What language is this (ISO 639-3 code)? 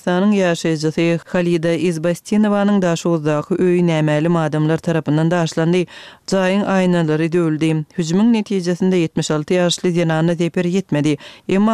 tuk